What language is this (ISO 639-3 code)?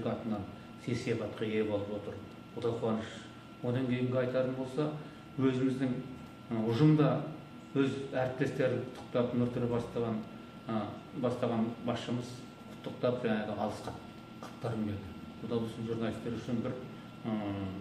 kaz